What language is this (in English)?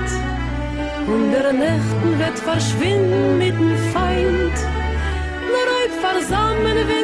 Yiddish